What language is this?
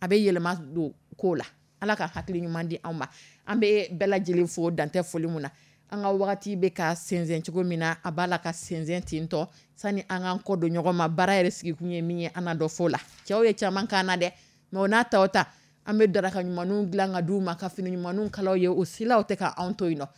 Dyula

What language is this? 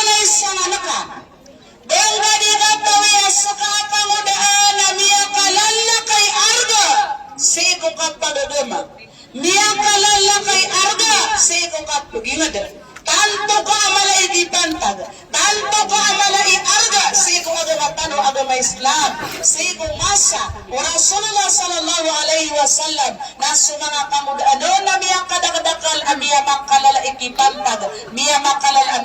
Maranao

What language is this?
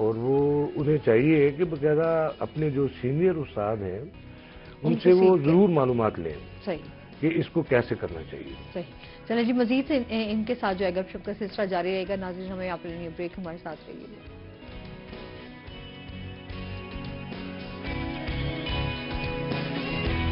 Urdu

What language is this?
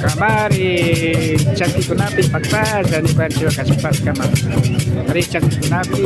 Imbabura Highland Quichua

